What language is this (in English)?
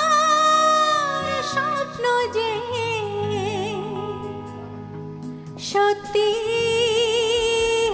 Bangla